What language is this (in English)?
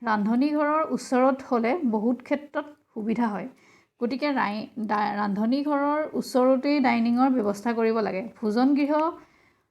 Assamese